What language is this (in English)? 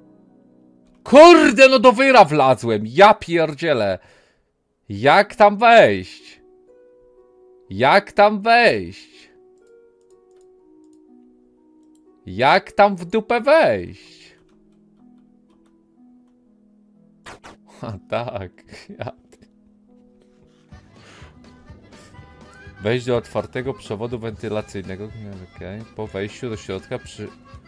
Polish